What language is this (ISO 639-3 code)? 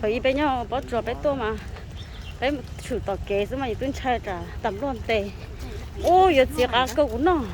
hmn